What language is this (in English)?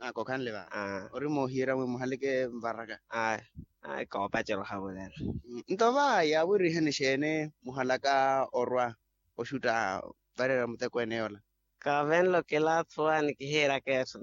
Makhuwa